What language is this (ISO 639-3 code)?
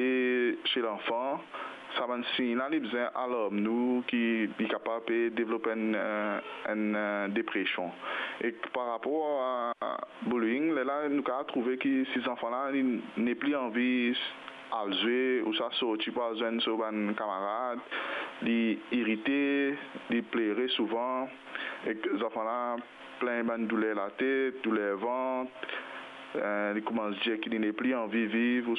mfe